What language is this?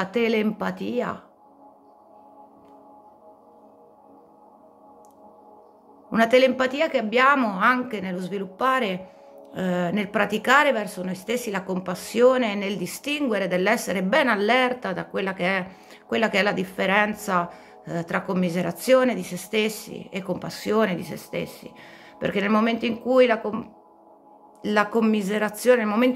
Italian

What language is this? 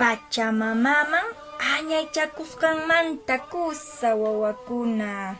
Quechua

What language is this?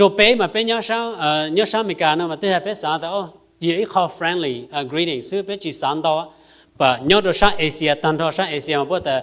Hmong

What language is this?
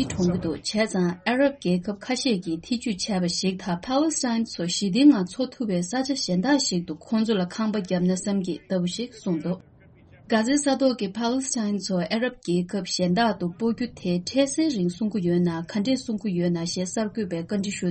Tibetan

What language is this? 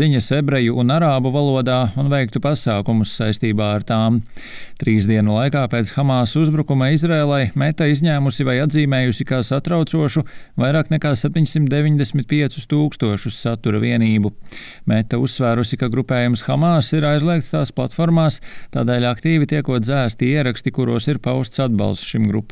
Latvian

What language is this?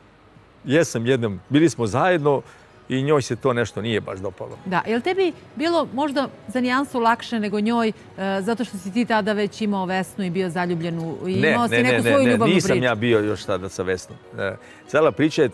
Serbian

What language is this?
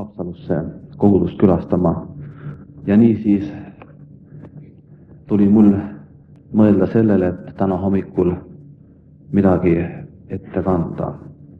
Estonian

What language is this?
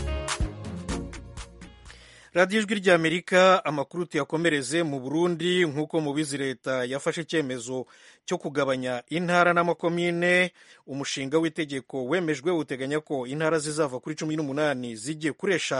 Kinyarwanda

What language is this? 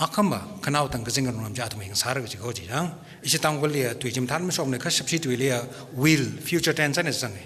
Tangkhul Naga (India)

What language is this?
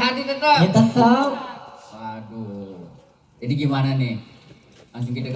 Betawi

